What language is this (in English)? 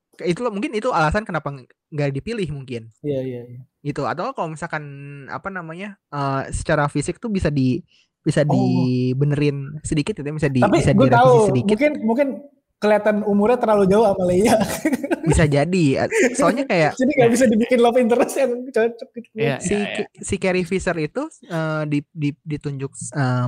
Indonesian